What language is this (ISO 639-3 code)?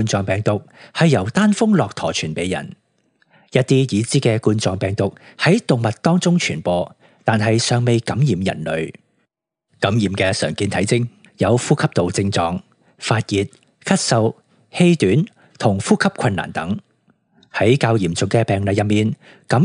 yue